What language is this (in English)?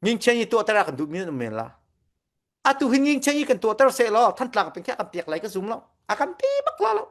Falam Chin